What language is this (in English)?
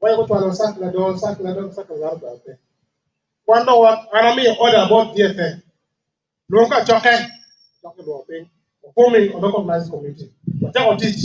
Acoli